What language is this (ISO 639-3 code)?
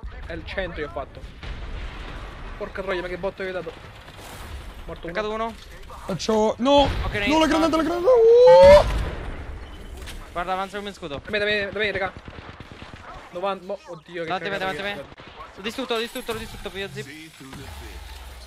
ita